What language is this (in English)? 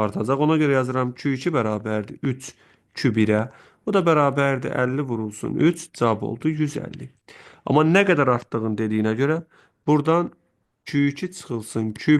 Azerbaijani